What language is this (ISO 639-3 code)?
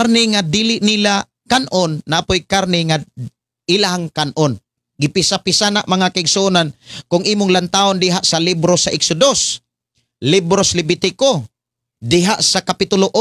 ceb